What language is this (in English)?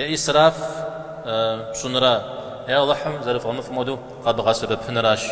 Kabardian